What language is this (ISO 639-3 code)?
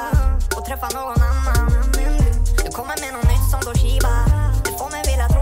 swe